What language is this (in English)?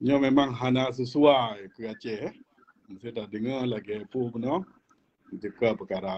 Achinese